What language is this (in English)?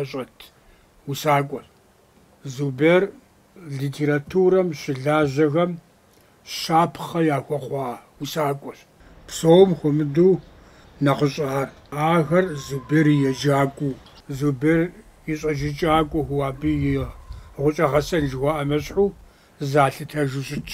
Kabardian